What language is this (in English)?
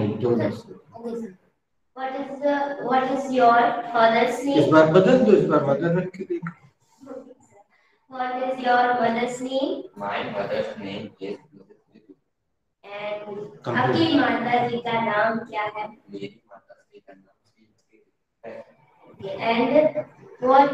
Hindi